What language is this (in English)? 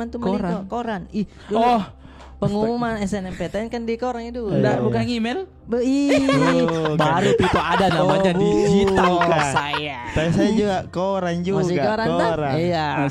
Makassar Malay